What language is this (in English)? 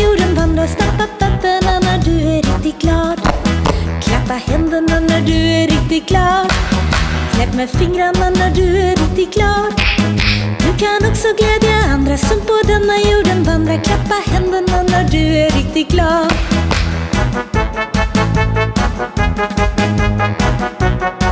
Swedish